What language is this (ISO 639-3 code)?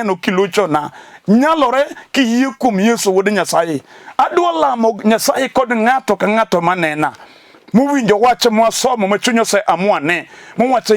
luo